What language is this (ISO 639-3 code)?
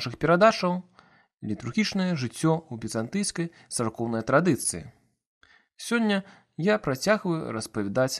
bel